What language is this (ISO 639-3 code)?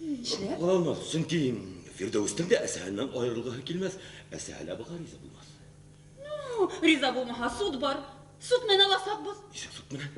bak